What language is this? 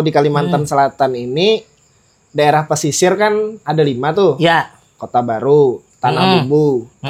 Banjar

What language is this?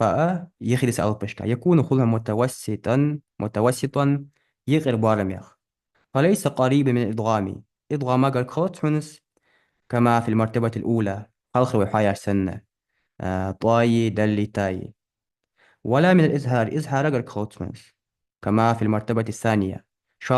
Ingush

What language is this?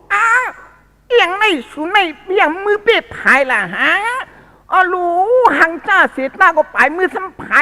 Shan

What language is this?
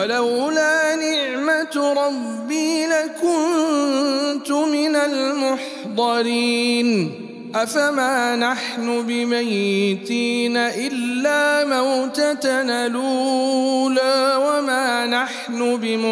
Arabic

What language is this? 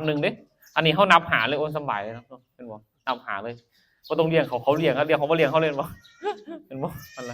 Northeastern Thai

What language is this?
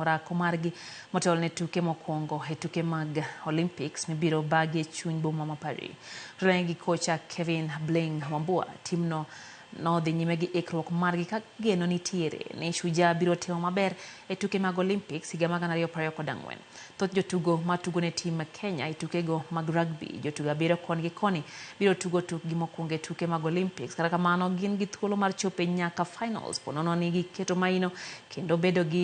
Luo (Kenya and Tanzania)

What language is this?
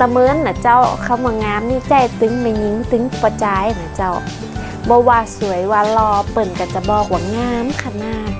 Northern Thai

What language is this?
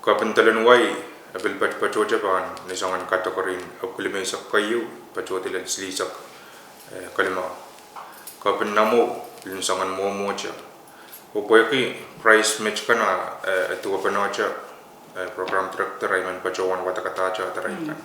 Pohnpeian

